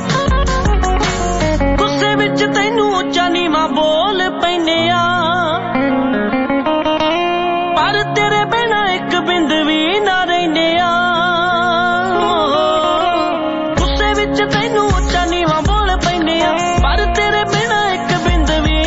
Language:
Punjabi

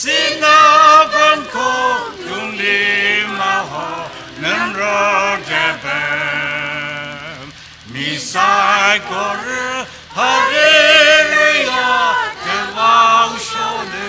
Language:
Tangkhul Naga (India)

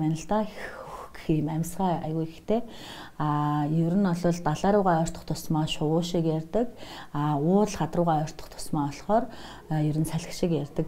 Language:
Mongolian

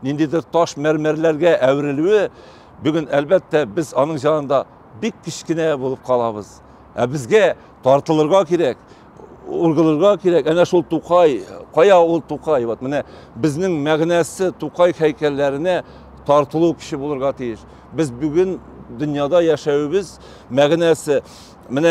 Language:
Tatar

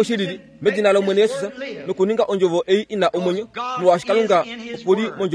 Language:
Kuanyama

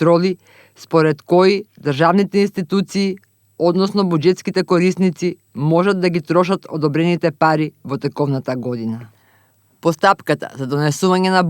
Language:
Macedonian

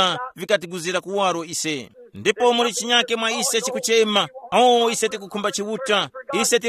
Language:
Tumbuka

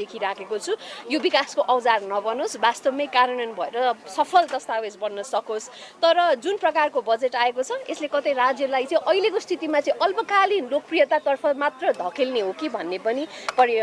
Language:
Nepali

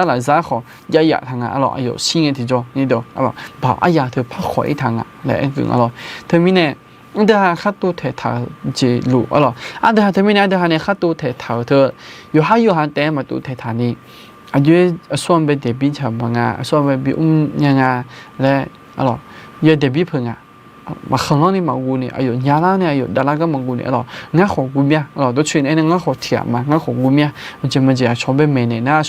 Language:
Akha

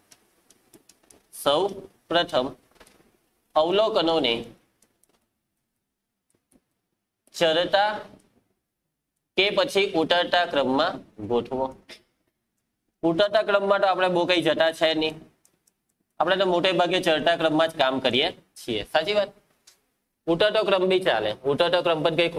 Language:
Gujarati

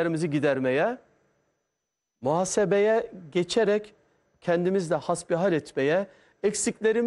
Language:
Turkish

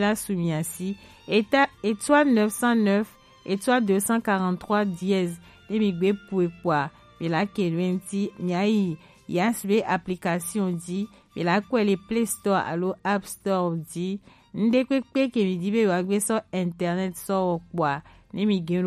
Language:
Gen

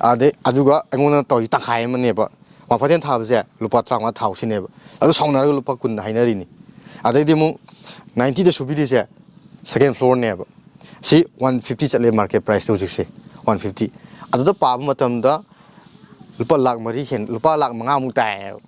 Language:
Manipuri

